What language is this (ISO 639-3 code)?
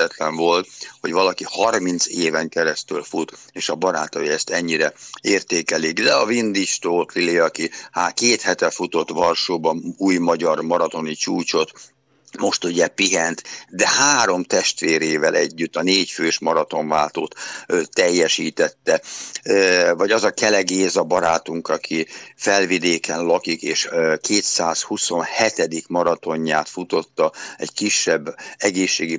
hun